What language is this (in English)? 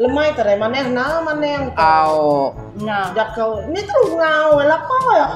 Iban